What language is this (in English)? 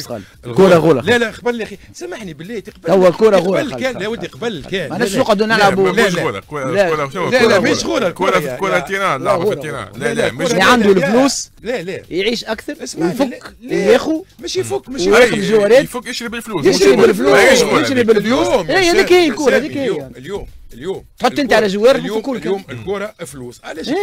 Tunisian Arabic